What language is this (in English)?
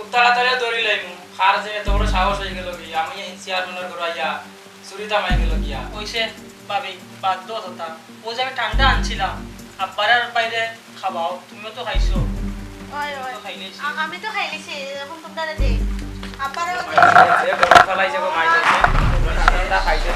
Sylheti